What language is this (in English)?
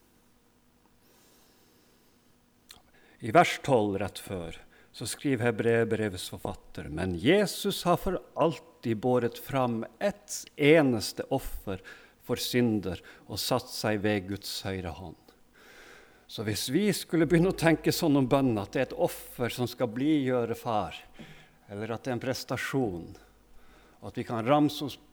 Norwegian